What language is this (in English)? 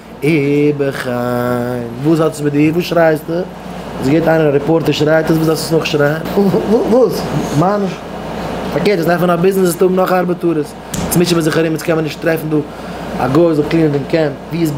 Yiddish